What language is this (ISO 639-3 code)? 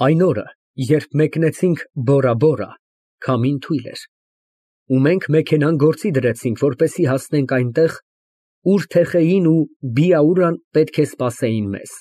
hye